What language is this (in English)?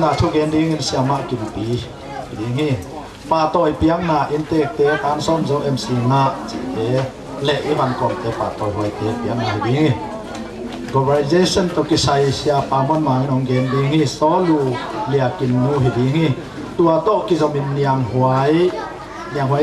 Tedim Chin